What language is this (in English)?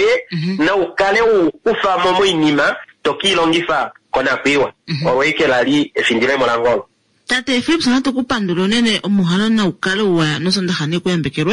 Kuanyama